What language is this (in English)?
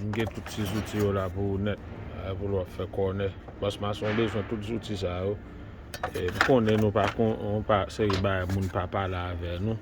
Haitian Creole